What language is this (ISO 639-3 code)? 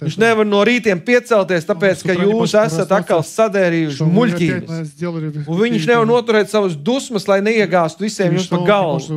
lav